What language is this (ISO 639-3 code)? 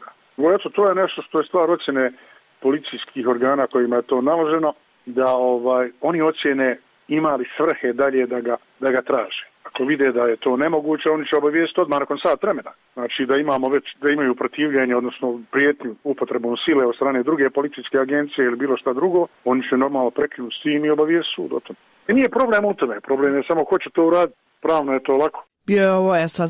bos